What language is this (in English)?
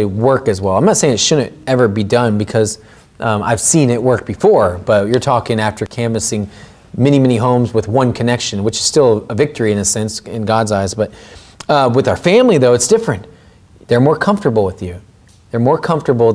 English